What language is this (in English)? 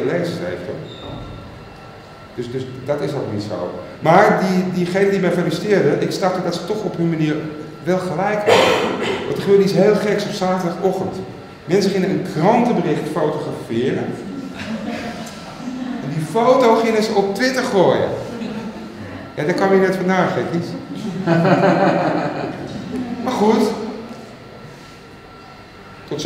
Dutch